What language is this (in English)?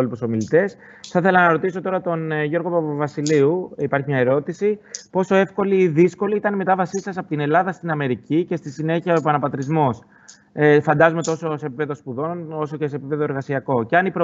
Greek